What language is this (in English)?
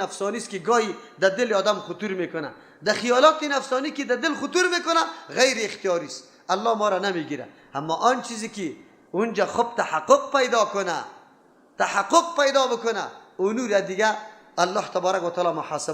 Persian